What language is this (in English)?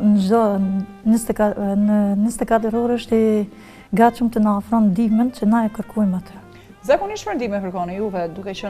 Albanian